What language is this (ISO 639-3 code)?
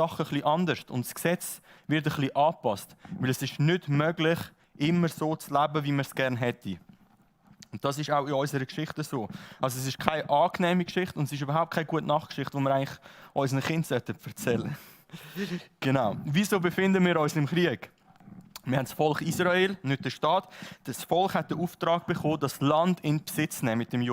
gsw